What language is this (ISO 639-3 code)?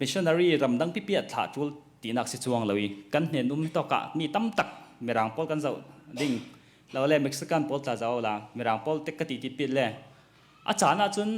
cnh